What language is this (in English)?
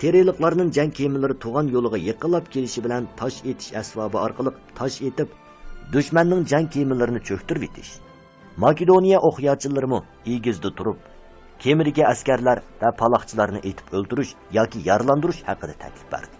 Uyghur